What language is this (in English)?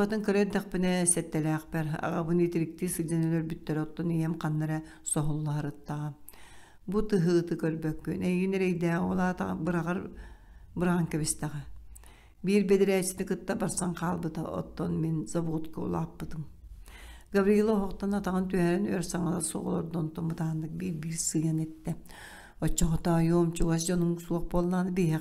Yakut